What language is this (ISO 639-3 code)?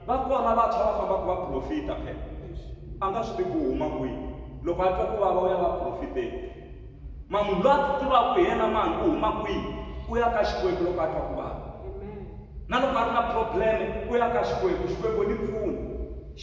tso